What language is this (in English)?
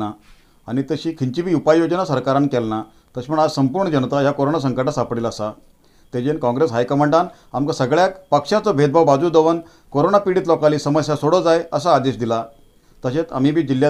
Konkani